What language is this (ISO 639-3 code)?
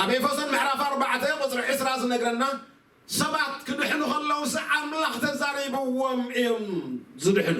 tir